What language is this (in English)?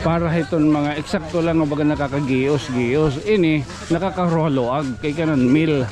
Waray